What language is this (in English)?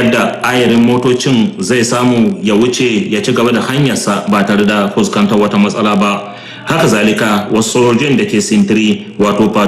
Hausa